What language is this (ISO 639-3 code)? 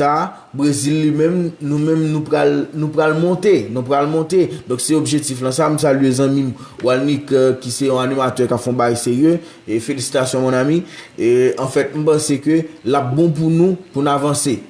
hat